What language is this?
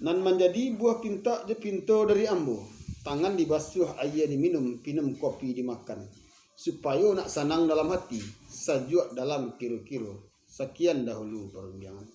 Minangkabau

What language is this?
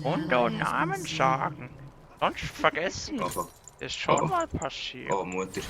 Swiss German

